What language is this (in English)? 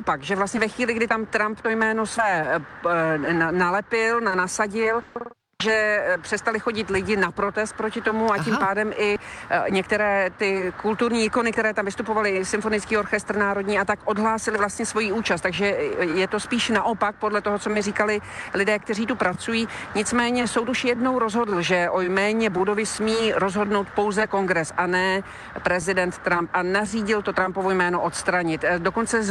Czech